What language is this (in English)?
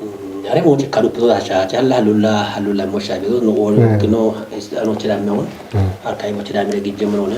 Kafa